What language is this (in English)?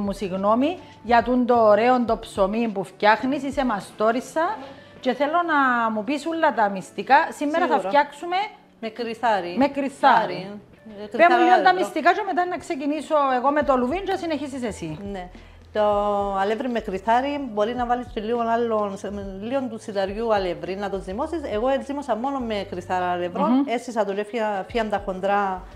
Greek